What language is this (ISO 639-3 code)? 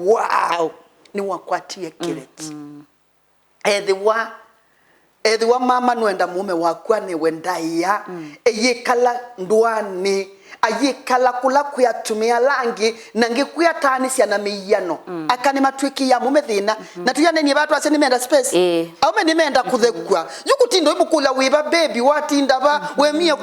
kam